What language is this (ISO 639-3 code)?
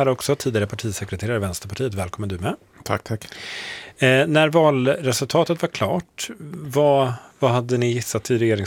swe